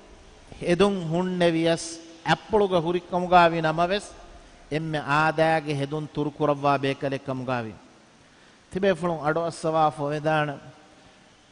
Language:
Divehi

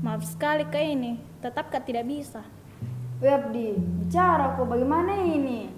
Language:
Makassar Malay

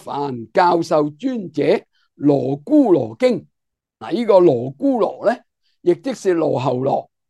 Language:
Cantonese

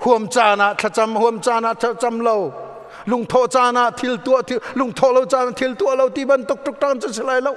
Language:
Hakha Chin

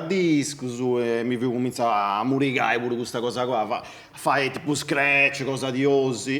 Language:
Sardinian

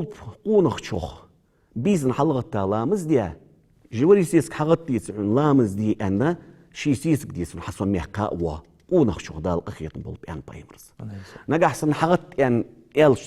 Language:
Ingush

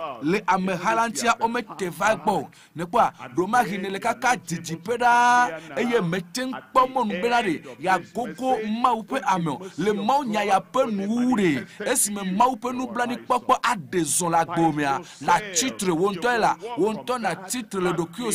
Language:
Ewe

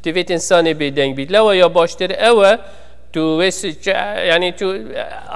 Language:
Kurdish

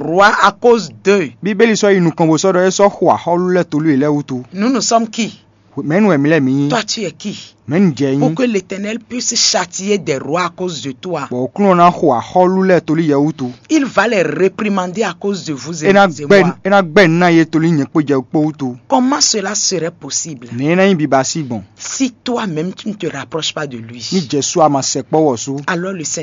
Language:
Fon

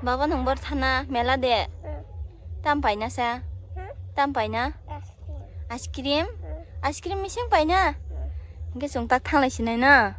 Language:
Kok Borok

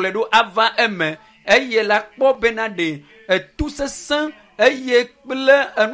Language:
Ewe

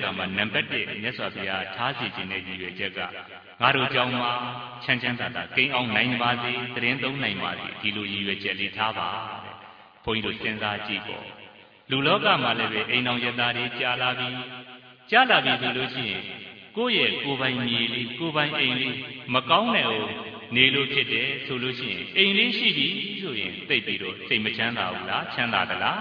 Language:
Burmese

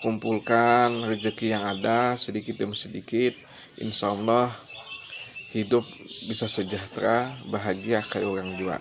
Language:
Banjar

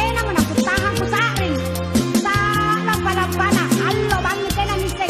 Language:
Makasar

